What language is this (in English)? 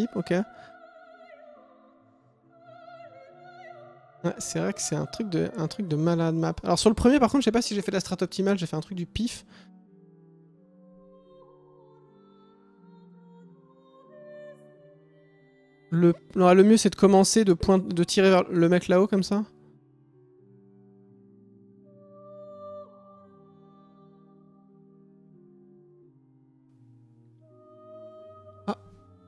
French